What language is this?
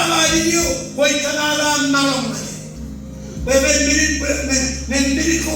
Marshallese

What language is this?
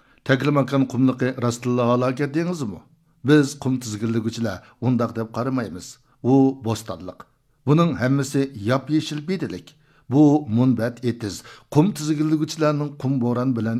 Uyghur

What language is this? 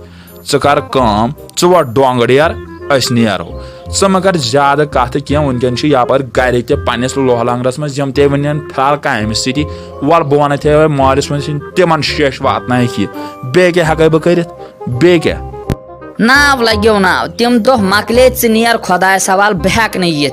Kashmiri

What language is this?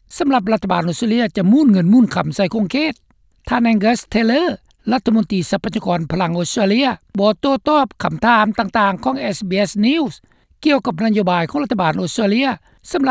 Lao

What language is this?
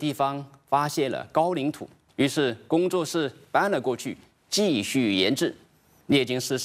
Chinese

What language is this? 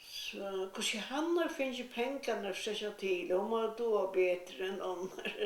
Faroese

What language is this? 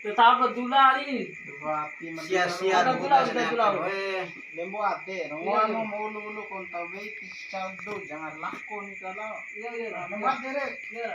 Bima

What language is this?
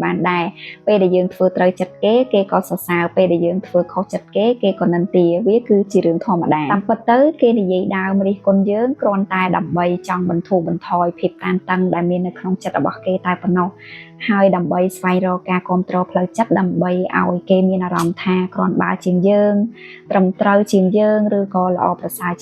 Khmer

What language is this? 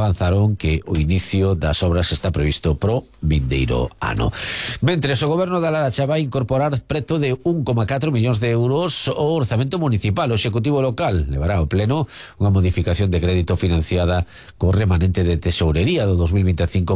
Galician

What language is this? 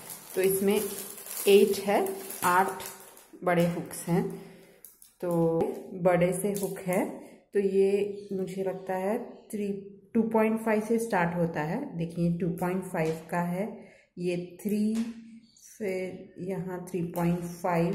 Hindi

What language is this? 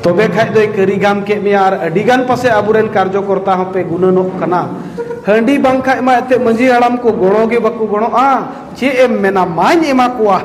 Santali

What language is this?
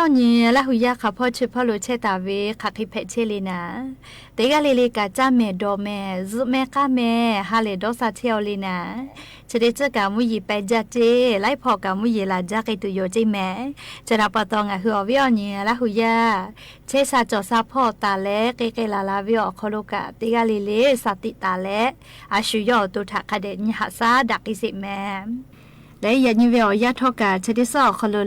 Lahu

